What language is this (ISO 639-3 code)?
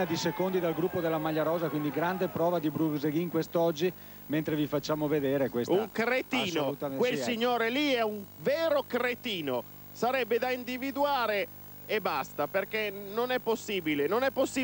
ita